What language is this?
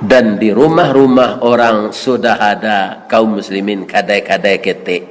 Minangkabau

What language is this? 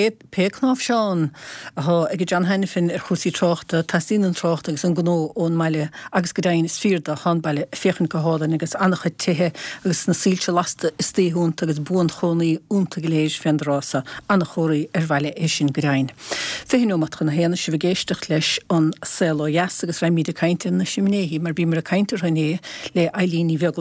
Irish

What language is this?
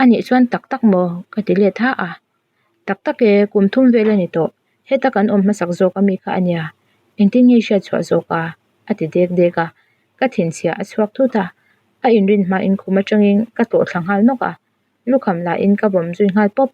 Mizo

